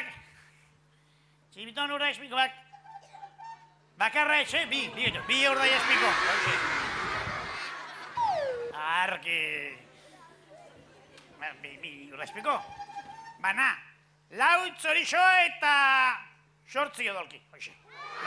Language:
Basque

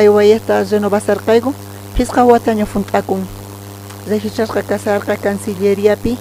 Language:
South Bolivian Quechua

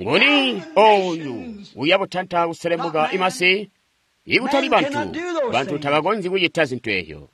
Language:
Tonga (Zambia)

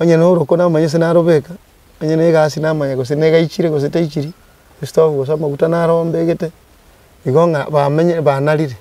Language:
Gusii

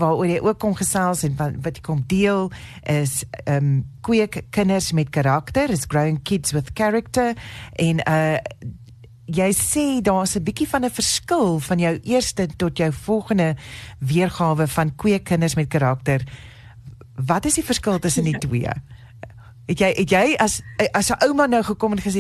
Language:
Afrikaans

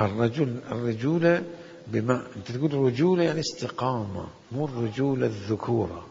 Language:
Mesopotamian Arabic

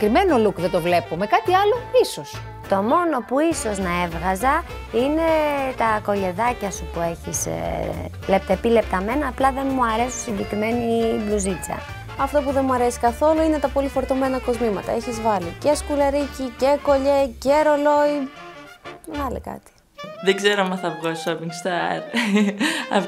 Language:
Greek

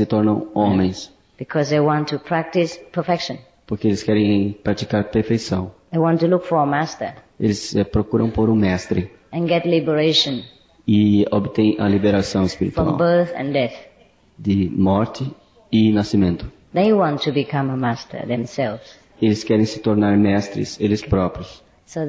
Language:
Portuguese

